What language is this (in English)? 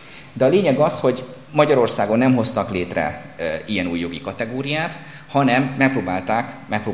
Hungarian